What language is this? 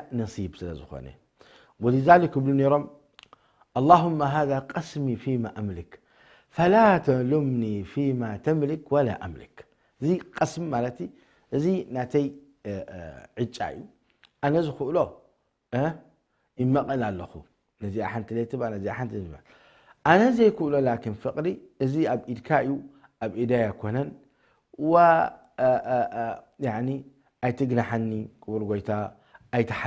Tigrinya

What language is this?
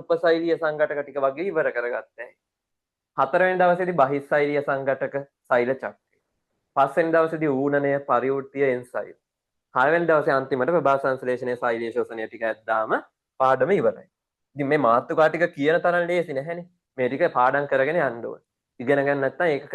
Sinhala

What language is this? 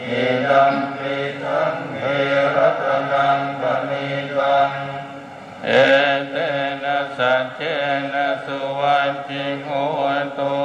Pali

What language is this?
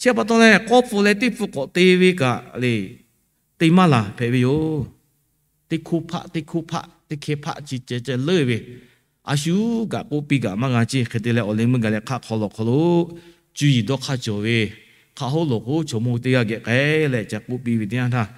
Lahu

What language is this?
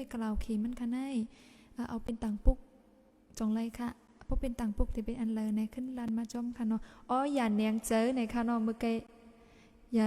Shan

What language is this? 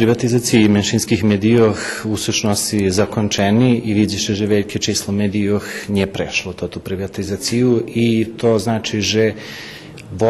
Rusyn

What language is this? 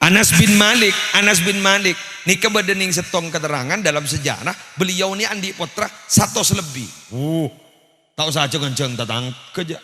Madurese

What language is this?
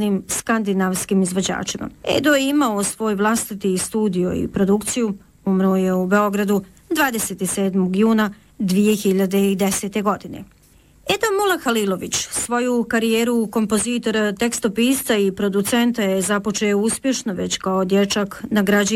Bosnian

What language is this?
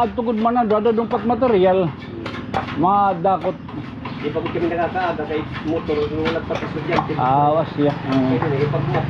Waray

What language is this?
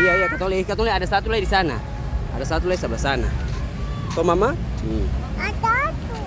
Ambonese Malay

